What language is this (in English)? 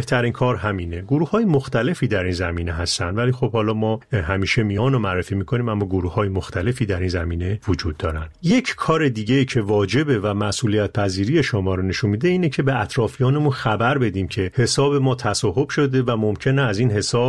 Persian